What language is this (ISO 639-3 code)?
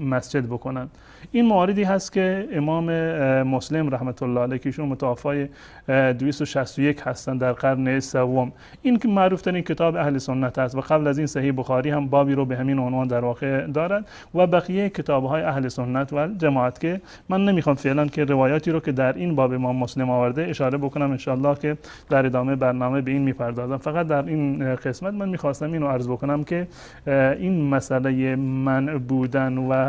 fas